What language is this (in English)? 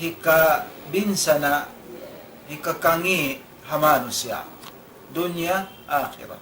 Tausug